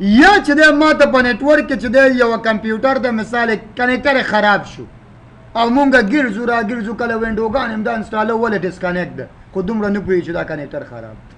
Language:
Pashto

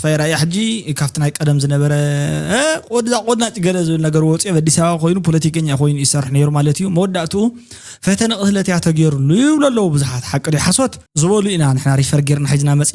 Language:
Tigrinya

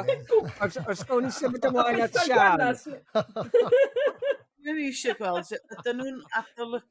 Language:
Welsh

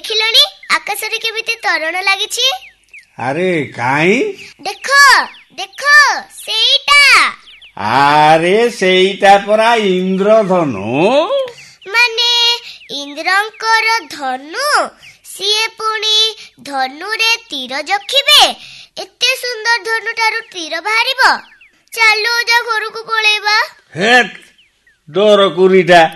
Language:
Odia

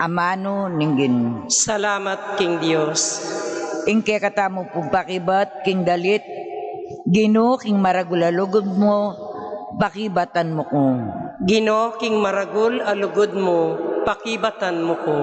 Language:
Pampanga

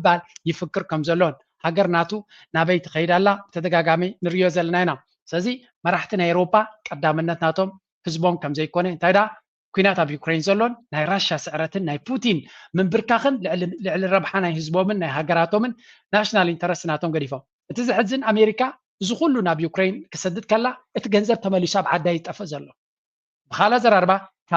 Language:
Tigrinya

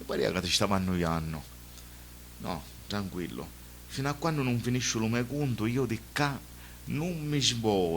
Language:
Sicilian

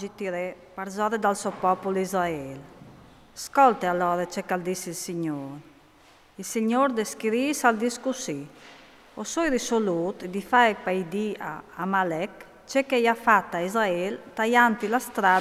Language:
Friulian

